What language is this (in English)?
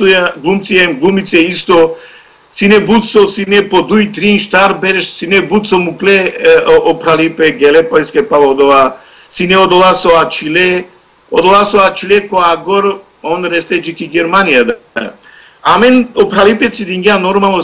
Macedonian